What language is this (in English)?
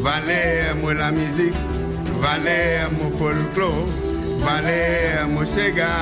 Morisyen